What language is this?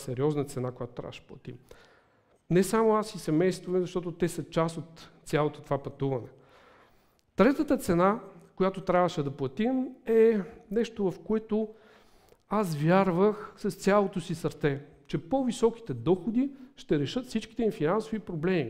Bulgarian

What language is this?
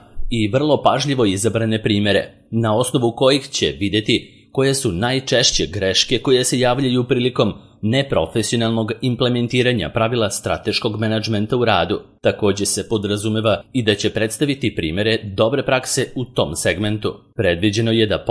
Serbian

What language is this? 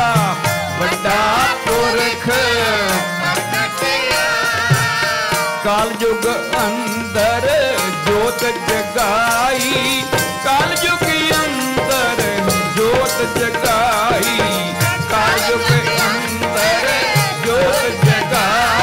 Punjabi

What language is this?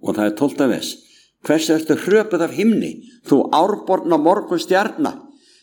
Icelandic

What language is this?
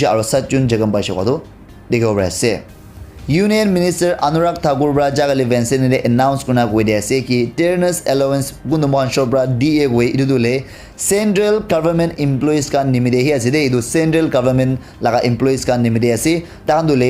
Naga Pidgin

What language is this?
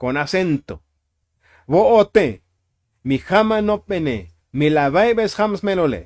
Tzotzil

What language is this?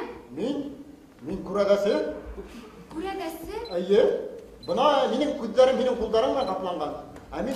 Bashkir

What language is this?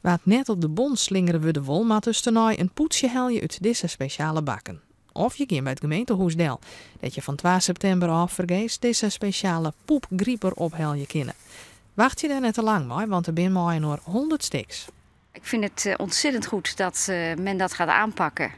Western Frisian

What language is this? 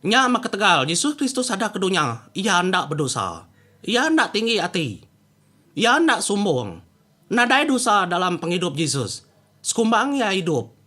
Iban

